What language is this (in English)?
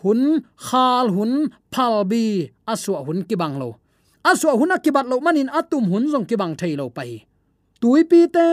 Tedim Chin